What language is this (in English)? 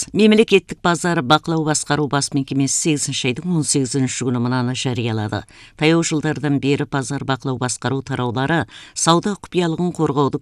Kazakh